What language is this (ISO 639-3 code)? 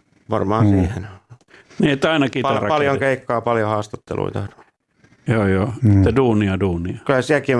fin